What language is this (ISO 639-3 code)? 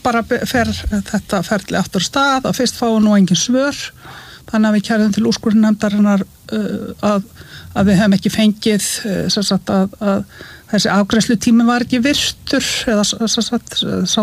isl